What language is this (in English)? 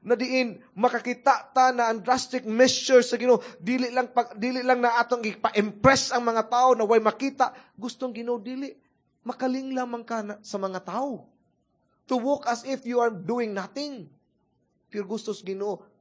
Cebuano